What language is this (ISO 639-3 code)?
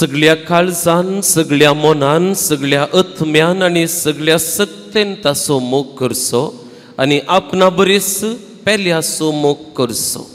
kok